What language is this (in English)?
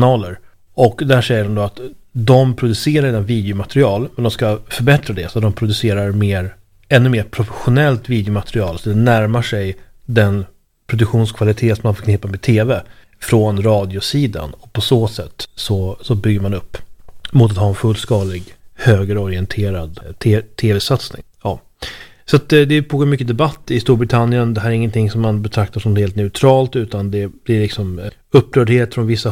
Swedish